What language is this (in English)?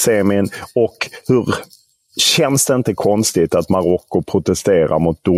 Swedish